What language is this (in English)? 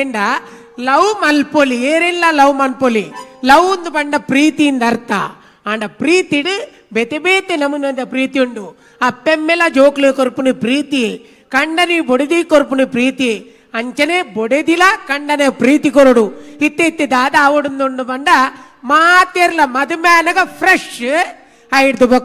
Tulu